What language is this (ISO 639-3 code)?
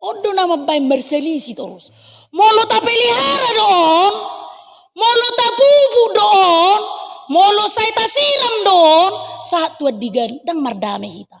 bbc